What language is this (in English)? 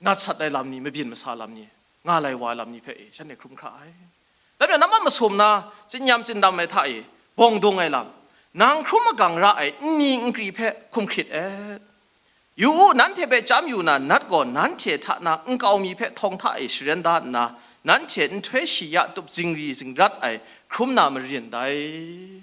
Kachin